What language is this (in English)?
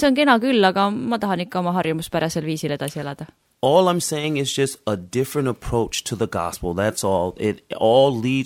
Estonian